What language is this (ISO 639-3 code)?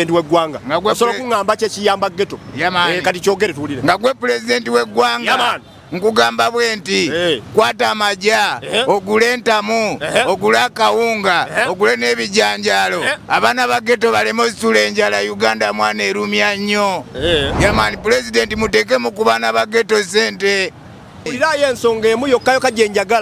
lug